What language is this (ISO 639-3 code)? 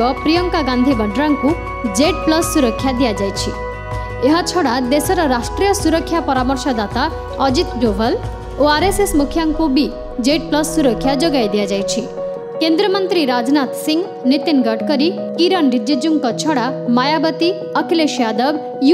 ori